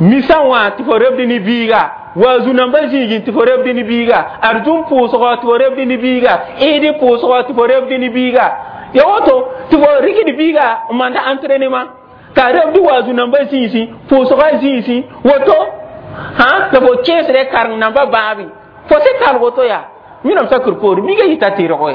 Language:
Mossi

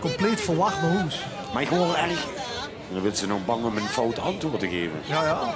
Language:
Limburgish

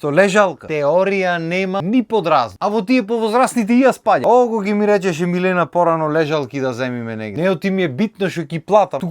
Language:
Macedonian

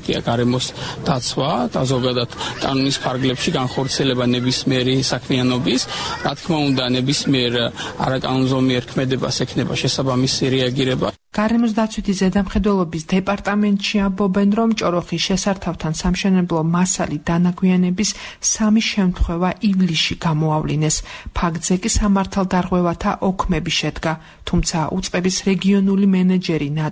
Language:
Georgian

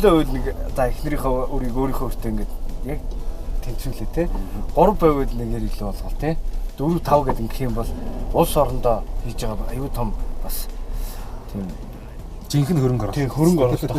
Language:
Mongolian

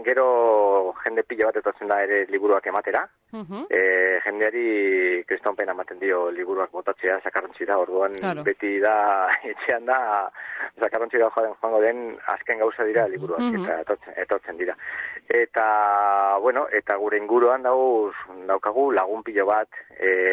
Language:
Basque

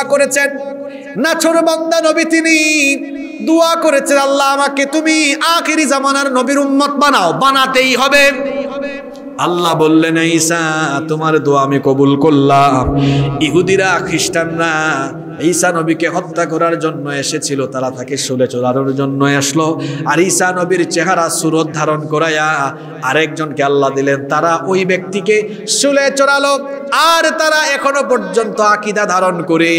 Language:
Bangla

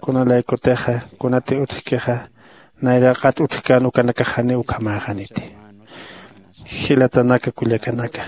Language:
Aymara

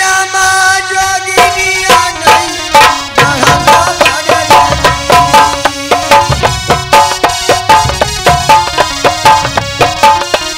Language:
Bhojpuri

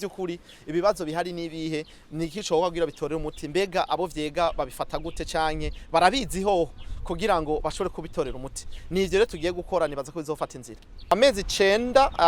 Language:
Rundi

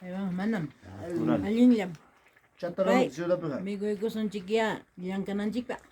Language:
Ayacucho Quechua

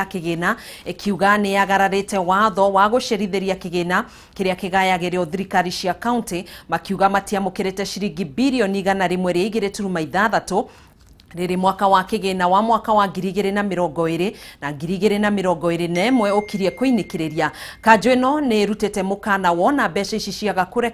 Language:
Kikuyu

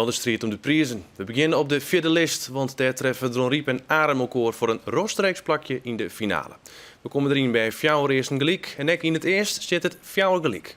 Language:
Western Frisian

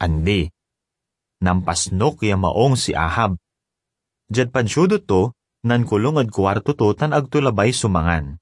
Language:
Pangasinan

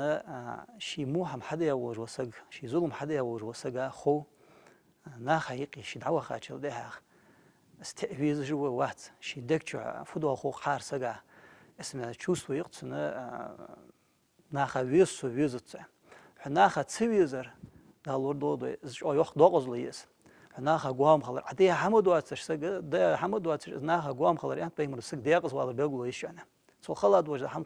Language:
Ingush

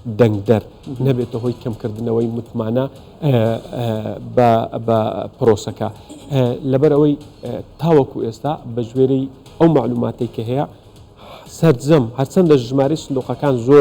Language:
Central Kurdish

